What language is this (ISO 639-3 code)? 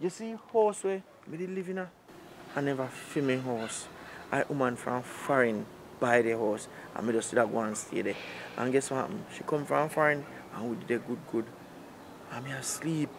jam